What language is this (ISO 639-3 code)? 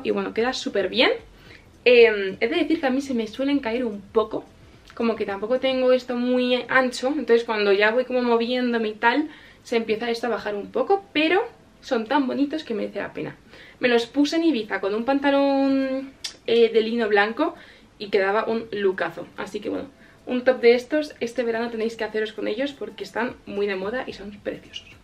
spa